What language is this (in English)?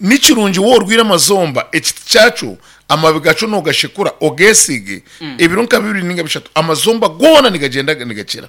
Nyankole